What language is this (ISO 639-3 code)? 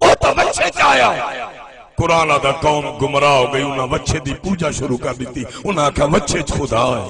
skr